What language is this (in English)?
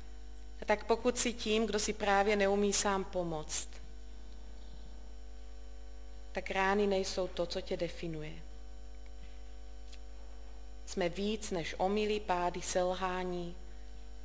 Czech